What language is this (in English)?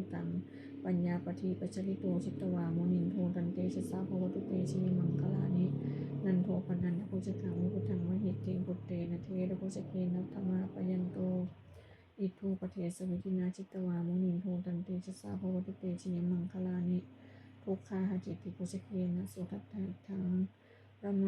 Pali